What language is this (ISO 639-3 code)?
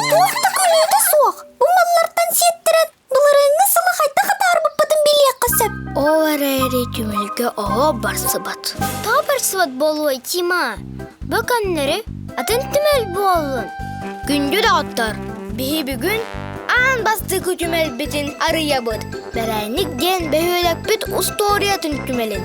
sah